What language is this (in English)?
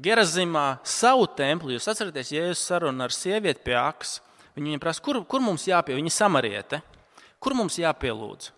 Latvian